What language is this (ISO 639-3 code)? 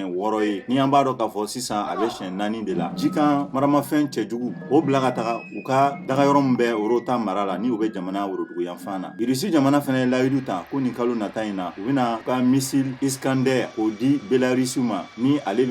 bam